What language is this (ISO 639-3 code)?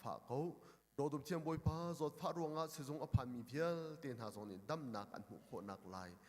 cnh